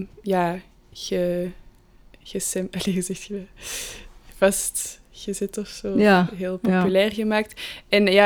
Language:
Dutch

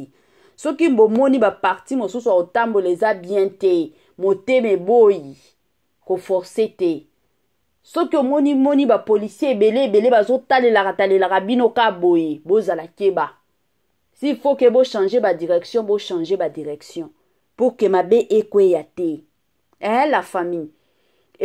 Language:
Lingala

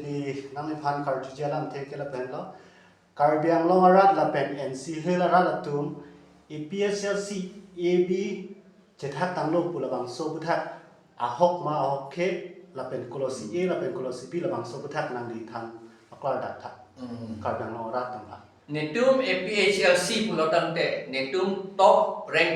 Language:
Karbi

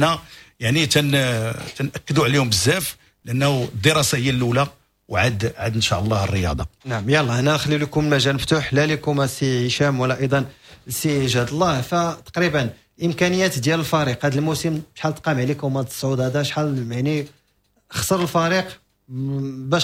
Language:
Moroccan Arabic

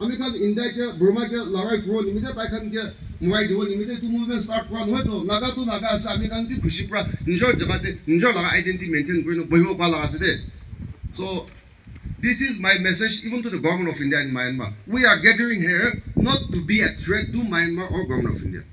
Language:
Naga Pidgin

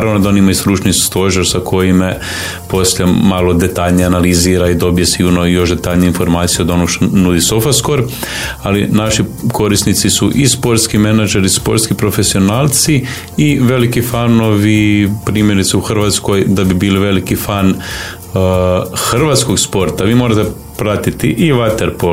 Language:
Croatian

